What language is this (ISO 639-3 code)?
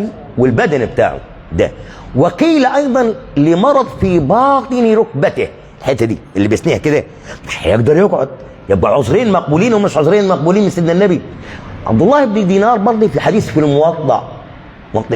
arz